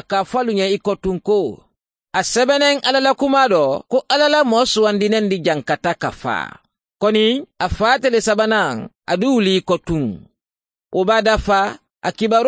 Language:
Mandingo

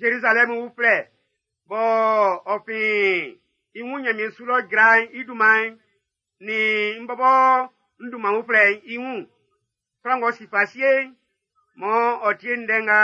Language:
Baoulé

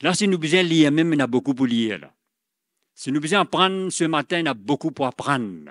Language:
Morisyen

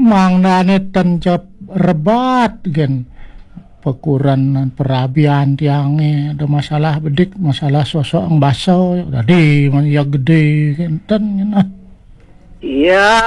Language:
Balinese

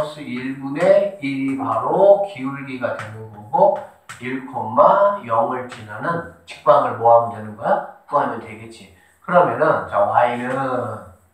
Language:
Korean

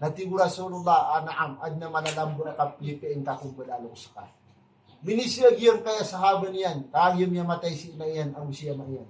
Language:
Maranao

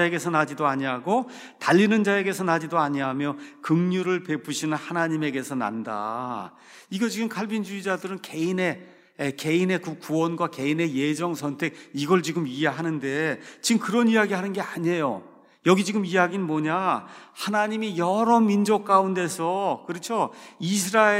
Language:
Korean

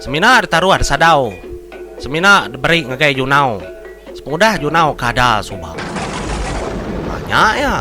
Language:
Iban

